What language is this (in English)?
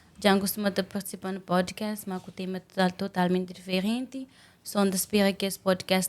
Kabuverdianu